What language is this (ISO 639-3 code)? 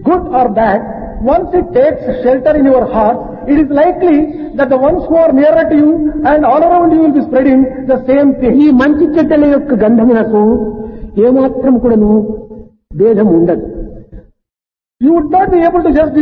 tel